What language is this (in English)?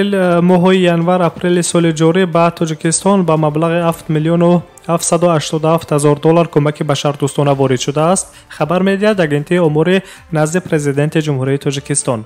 Tajik